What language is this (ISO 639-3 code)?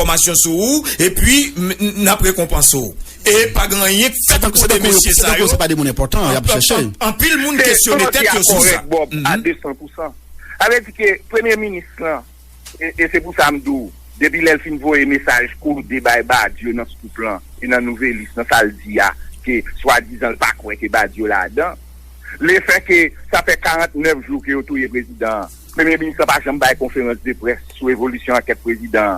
hat